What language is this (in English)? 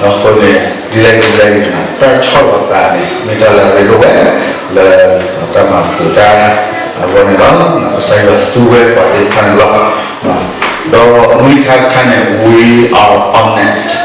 S'gaw Karen